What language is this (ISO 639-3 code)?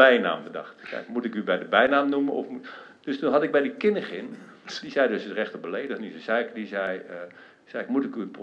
nld